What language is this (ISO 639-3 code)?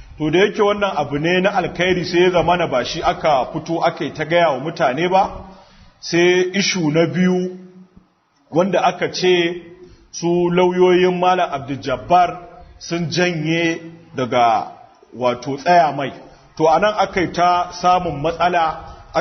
hau